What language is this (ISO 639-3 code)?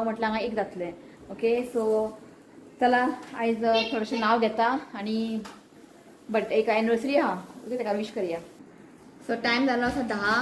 kok